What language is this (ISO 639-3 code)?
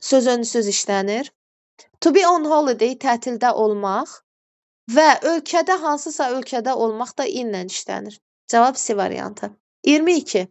aze